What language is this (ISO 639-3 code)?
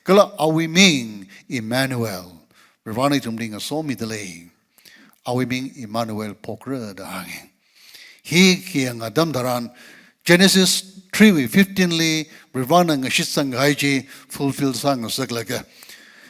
nmf